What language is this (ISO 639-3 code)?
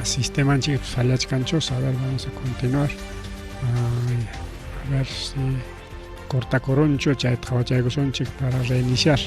quy